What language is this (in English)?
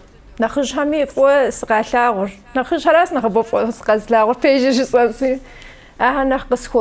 Kabardian